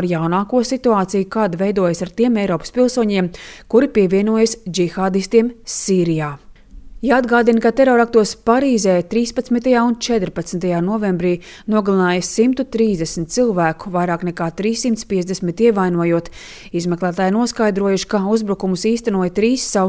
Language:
Latvian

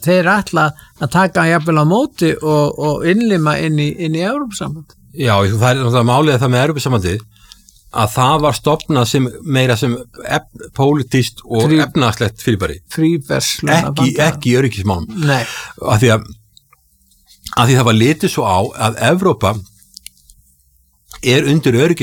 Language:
Icelandic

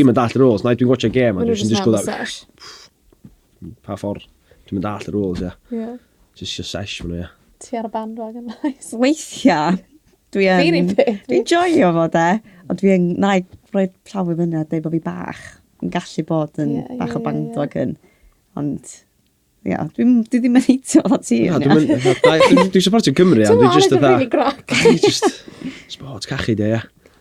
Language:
Welsh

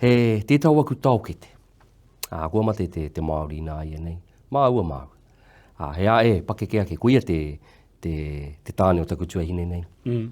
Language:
Māori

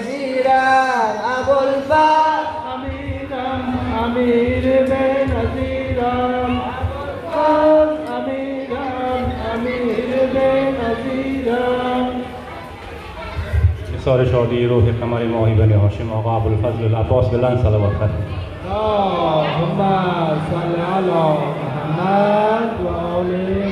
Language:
Persian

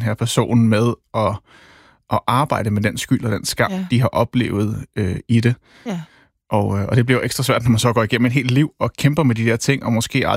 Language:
Danish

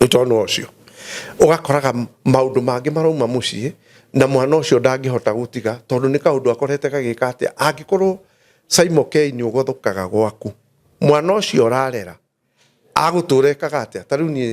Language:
Kikuyu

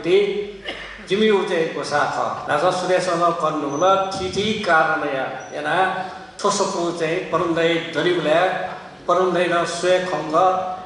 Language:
Newari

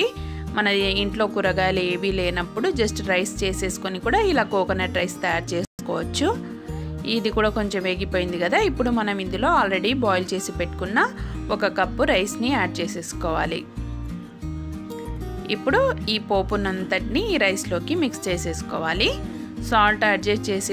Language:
Telugu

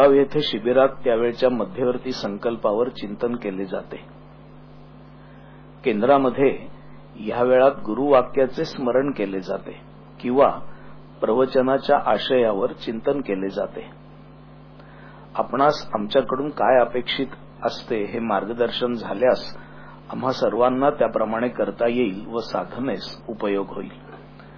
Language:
Marathi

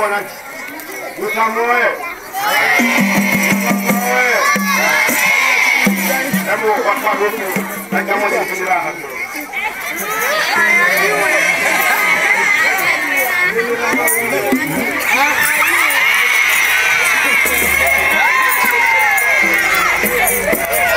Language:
Swahili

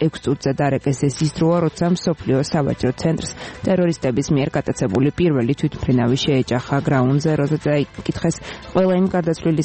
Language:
Georgian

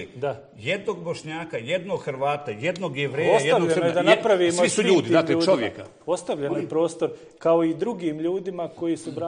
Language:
Bosnian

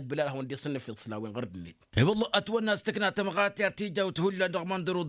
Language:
Tamasheq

